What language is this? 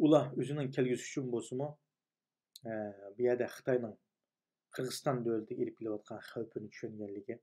Uyghur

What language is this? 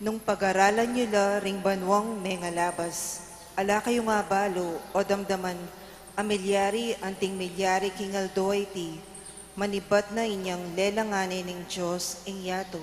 Pampanga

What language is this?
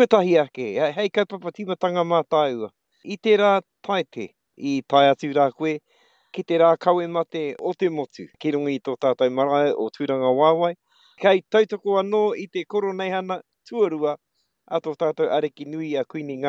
Māori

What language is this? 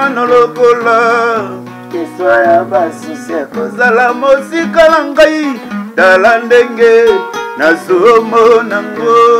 Lingala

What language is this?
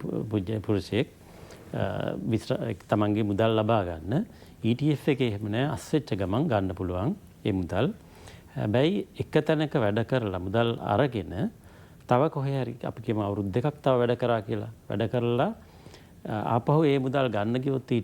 Sinhala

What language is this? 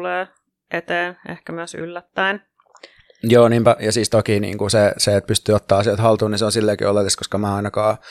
Finnish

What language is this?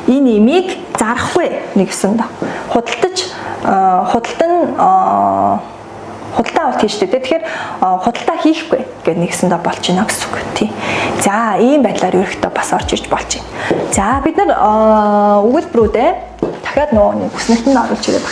Mongolian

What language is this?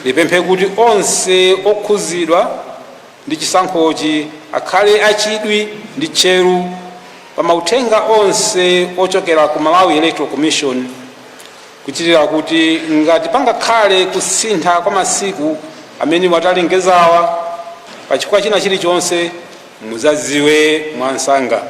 Nyanja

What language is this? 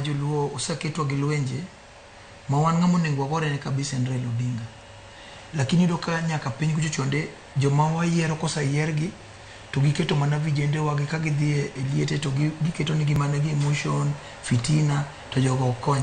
Luo (Kenya and Tanzania)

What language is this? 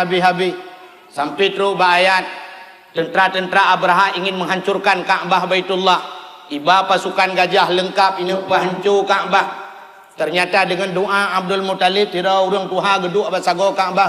Achinese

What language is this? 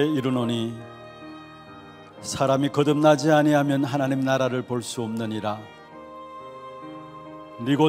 Korean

